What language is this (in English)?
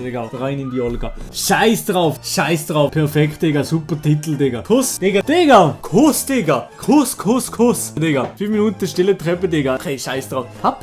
Swiss German